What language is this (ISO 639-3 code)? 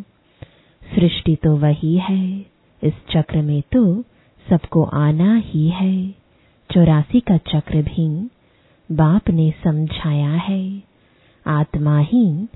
hin